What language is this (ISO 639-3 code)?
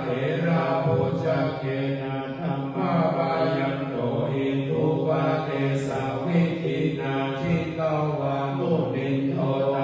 pli